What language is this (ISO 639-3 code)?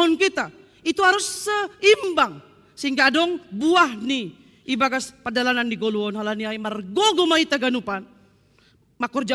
bts